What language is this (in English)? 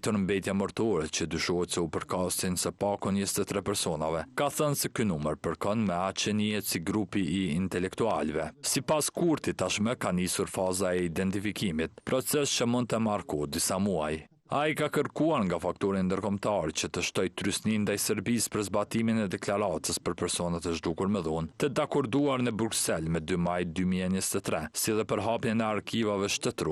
Albanian